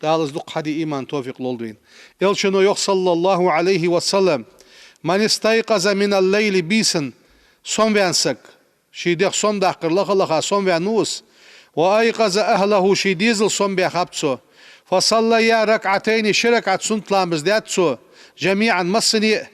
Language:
Ingush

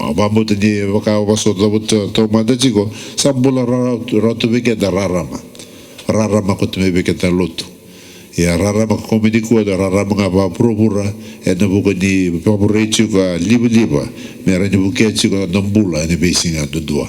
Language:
Fijian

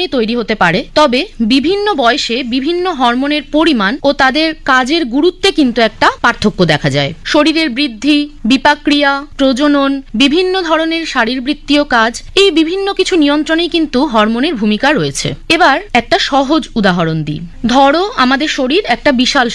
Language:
Bangla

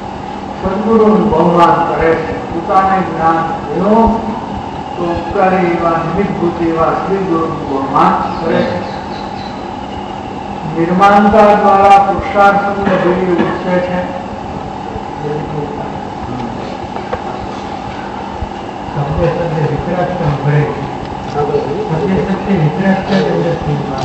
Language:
Gujarati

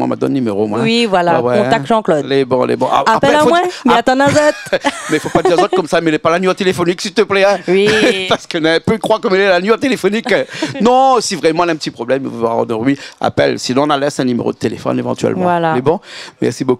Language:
Réunion Creole French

